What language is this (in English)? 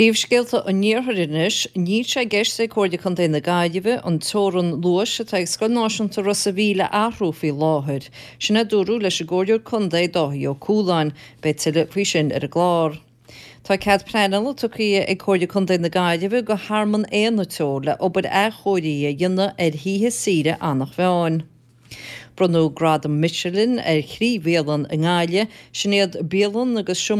Irish